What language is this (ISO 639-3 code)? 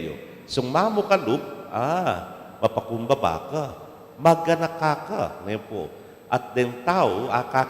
pam